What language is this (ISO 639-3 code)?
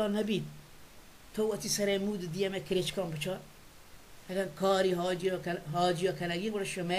bal